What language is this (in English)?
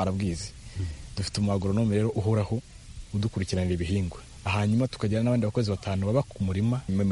Kinyarwanda